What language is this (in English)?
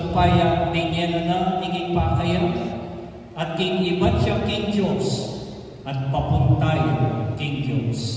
Pampanga